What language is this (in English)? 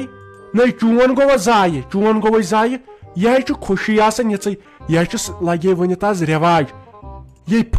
Kashmiri